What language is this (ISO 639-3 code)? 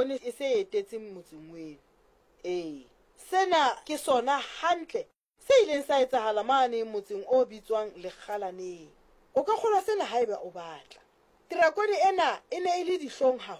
sot